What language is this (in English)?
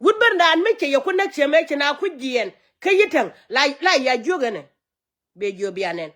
Nuer